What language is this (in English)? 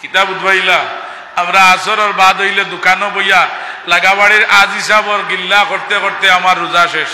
Sylheti